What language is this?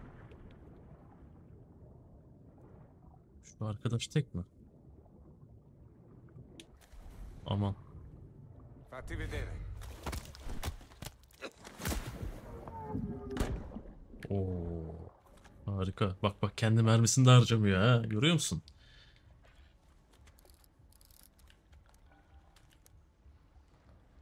Turkish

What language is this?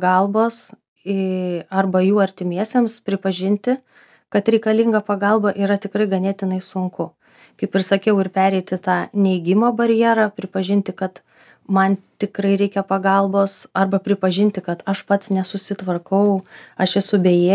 Lithuanian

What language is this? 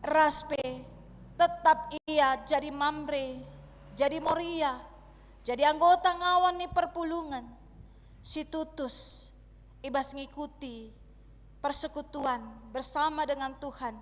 Batak Karo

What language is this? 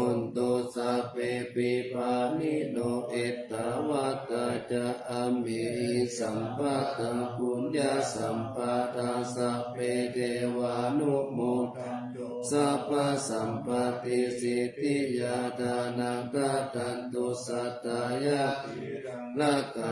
Pali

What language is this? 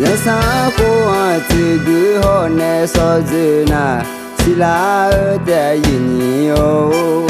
Akha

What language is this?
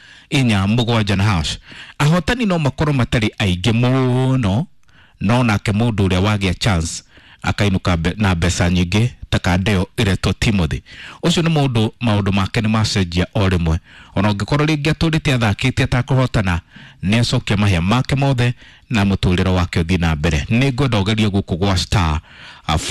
Kikuyu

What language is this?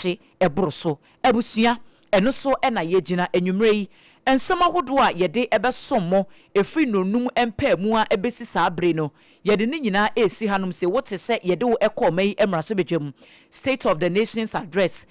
Akan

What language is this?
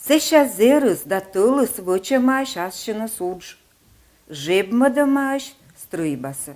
Komi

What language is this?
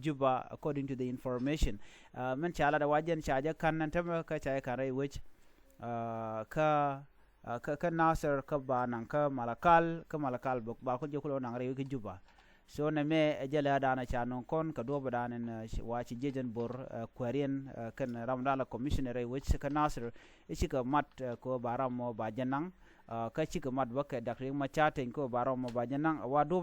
Nuer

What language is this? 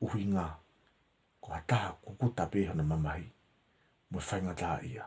Tongan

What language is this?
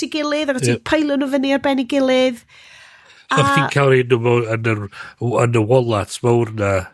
Welsh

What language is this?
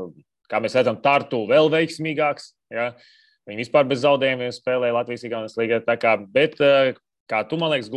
Latvian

